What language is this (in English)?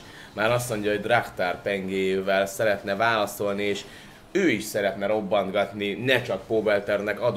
Hungarian